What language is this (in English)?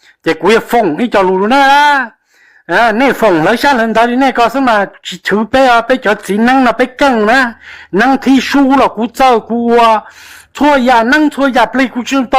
Hmong